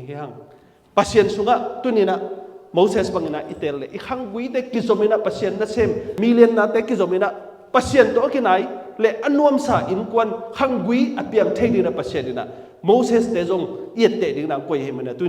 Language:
Tedim Chin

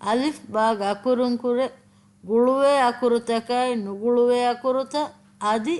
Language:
Divehi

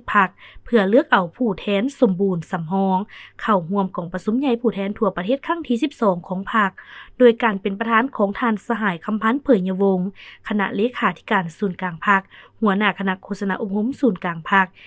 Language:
Lao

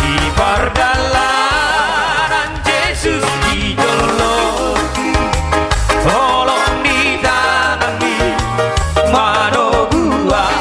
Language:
Batak Toba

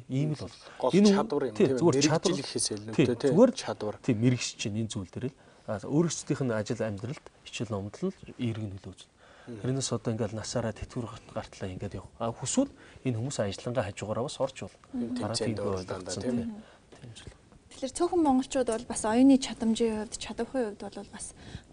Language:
Mongolian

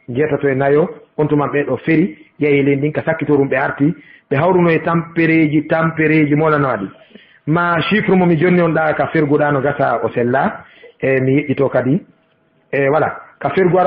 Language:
Fula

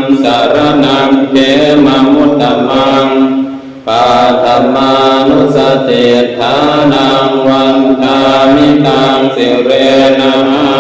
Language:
Pali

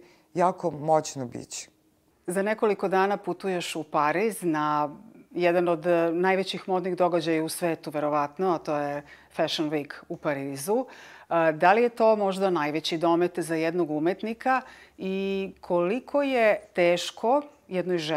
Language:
Serbian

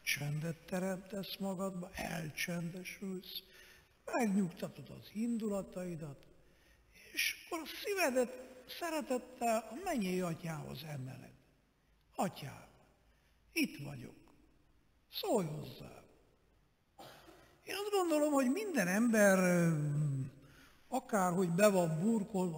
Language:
Hungarian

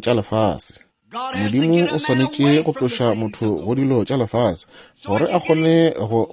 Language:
Northern Sotho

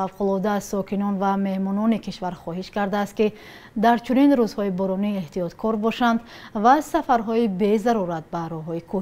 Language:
Tajik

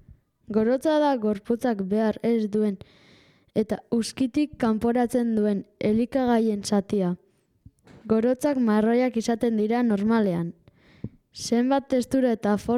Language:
Basque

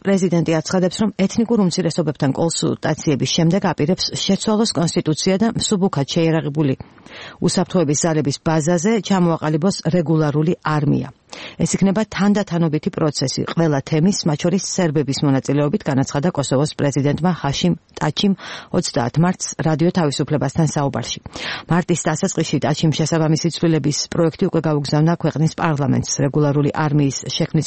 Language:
Georgian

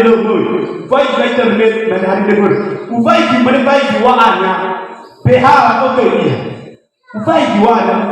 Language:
Nias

